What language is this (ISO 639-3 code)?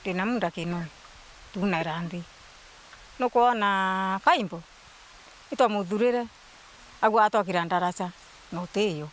mer